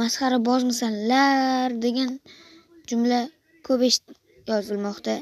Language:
Uzbek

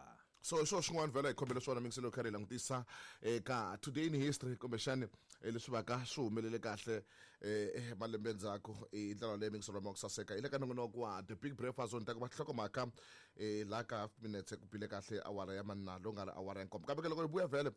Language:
Tsonga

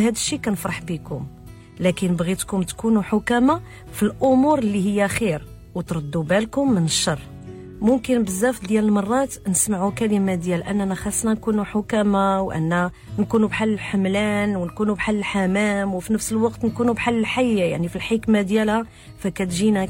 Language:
Moroccan Arabic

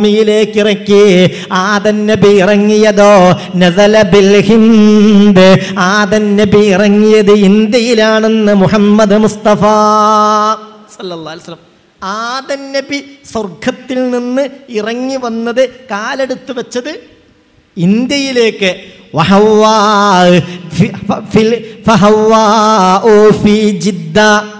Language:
Malayalam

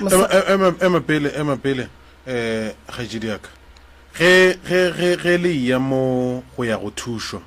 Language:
Northern Sotho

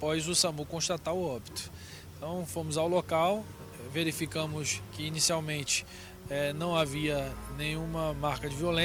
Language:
Portuguese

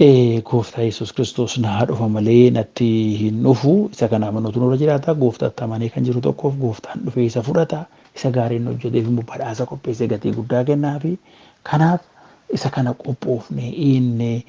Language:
Oromo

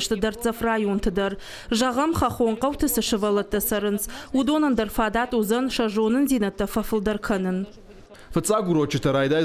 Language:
Ossetic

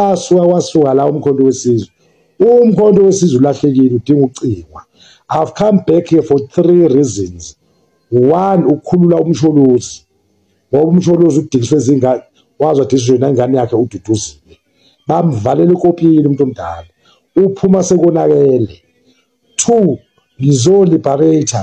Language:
Zulu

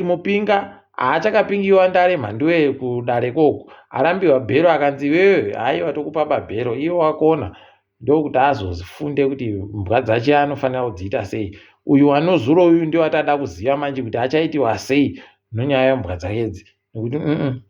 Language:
Ndau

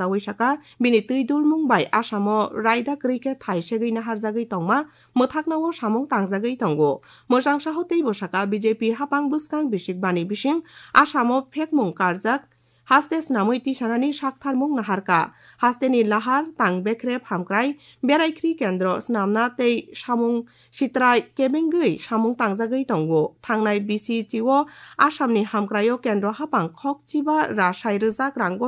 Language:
Kok Borok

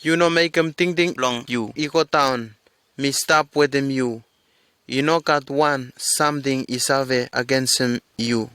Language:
Bislama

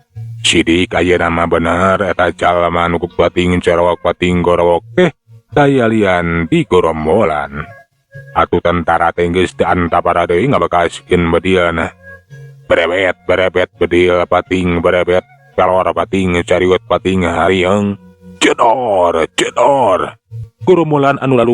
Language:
Sundanese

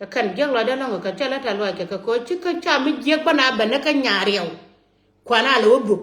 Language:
Nuer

